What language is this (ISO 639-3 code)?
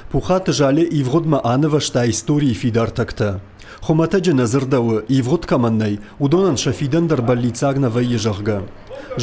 oss